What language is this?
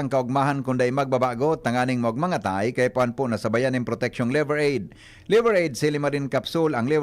Bikol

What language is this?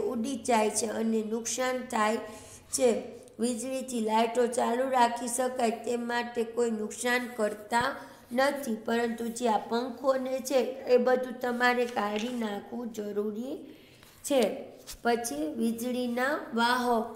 Gujarati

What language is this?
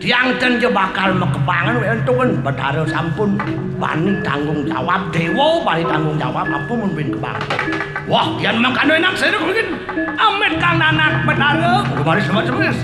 Balinese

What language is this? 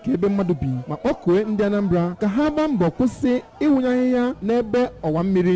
Igbo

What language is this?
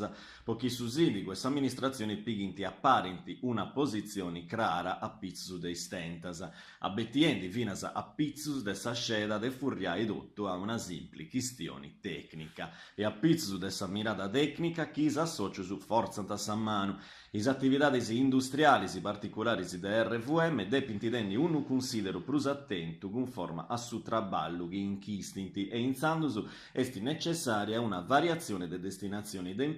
Sardinian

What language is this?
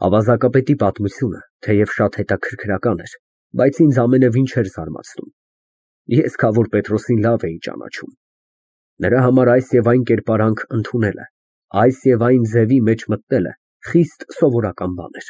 Armenian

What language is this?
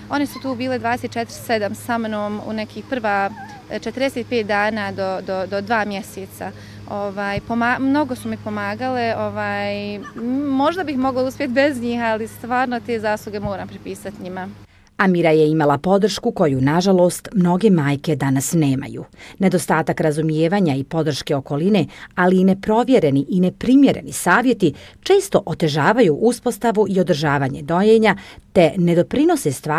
Bosnian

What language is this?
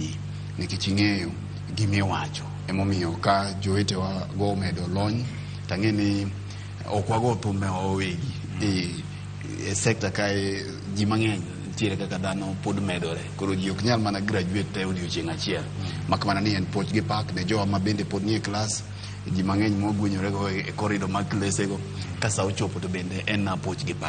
Luo (Kenya and Tanzania)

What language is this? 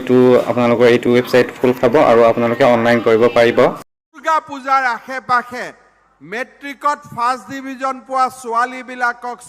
Assamese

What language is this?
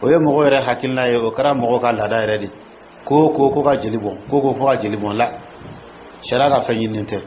Dyula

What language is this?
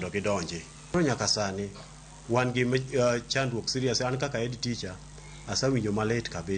Luo (Kenya and Tanzania)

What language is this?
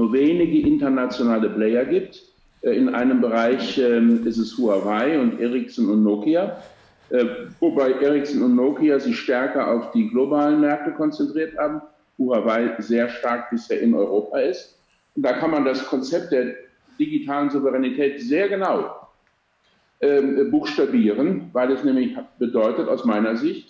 German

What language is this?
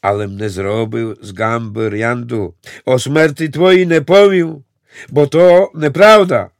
Rusyn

